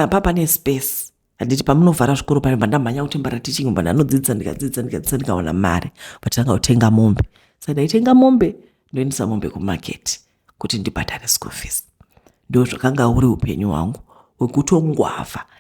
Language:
Shona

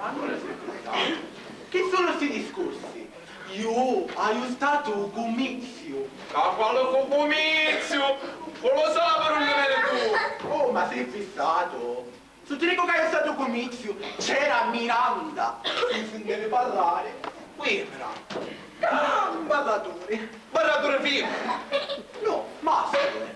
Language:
Sicilian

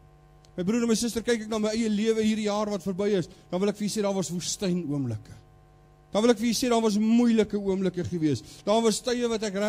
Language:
Afrikaans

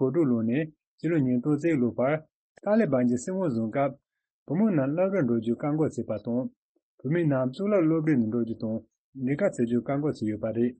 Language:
Tibetan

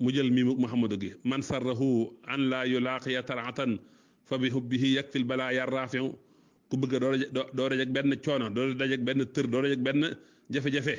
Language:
Wolof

